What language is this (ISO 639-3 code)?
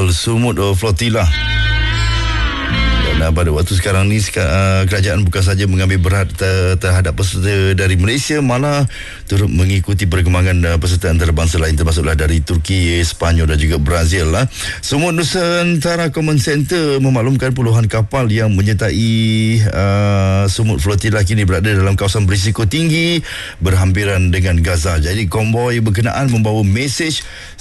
msa